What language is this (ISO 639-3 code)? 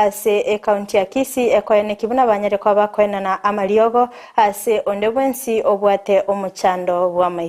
guz